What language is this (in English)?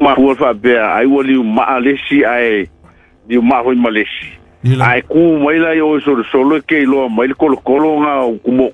Samoan